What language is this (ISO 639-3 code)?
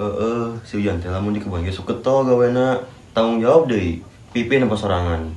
sun